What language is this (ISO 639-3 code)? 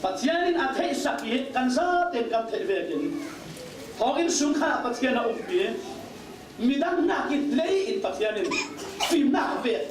cfm